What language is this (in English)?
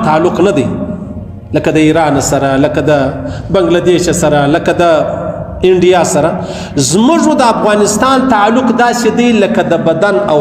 Pashto